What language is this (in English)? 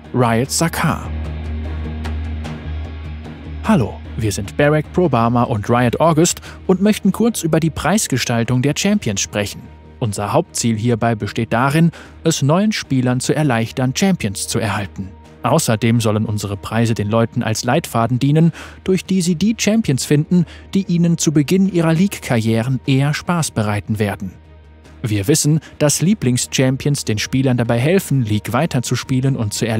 German